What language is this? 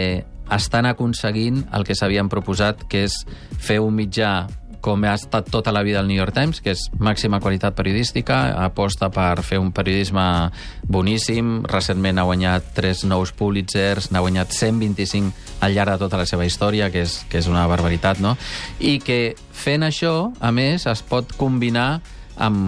Catalan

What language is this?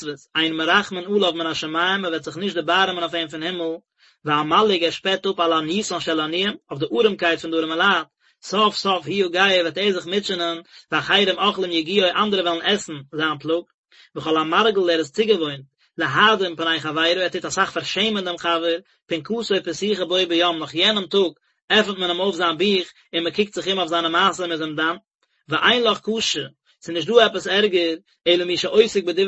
Yiddish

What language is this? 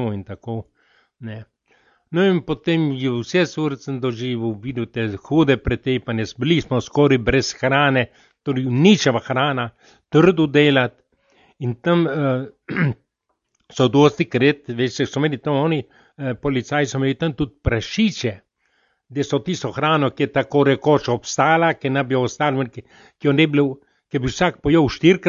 Slovenian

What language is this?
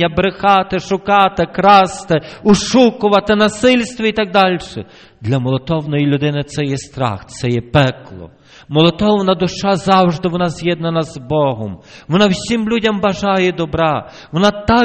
Ukrainian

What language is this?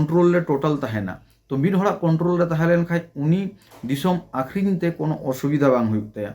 Santali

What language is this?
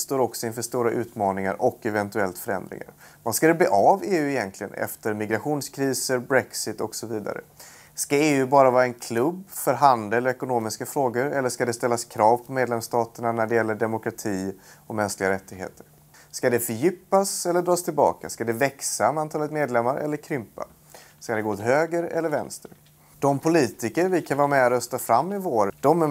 Swedish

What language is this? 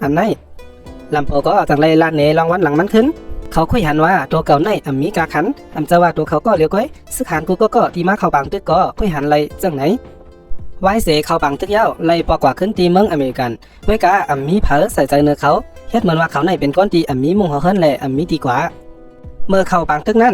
Shan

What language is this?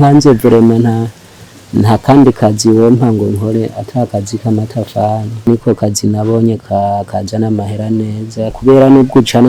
Rundi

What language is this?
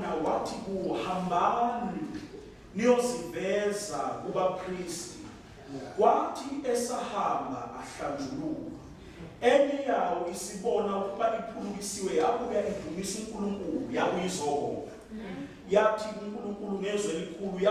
Zulu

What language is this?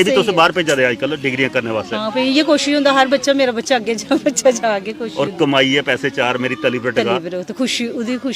Dogri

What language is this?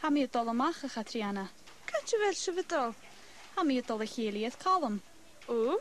Scottish Gaelic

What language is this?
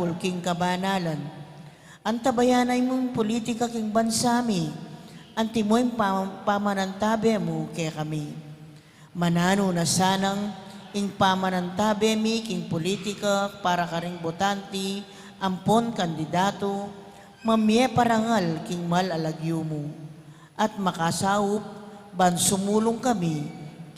Pampanga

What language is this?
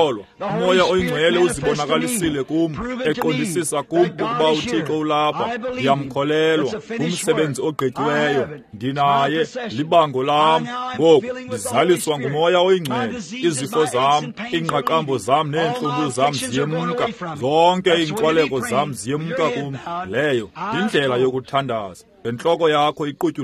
Xhosa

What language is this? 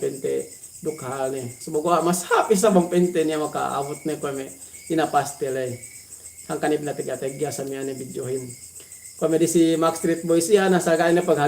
Yakan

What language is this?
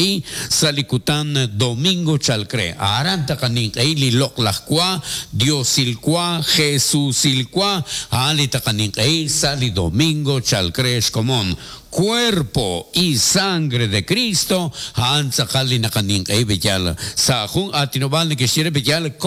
Kekchí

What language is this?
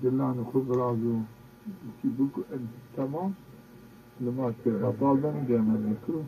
Zaza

